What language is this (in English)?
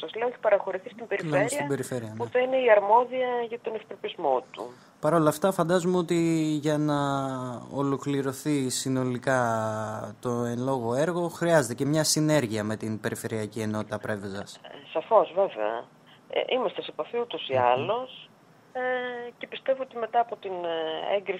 Greek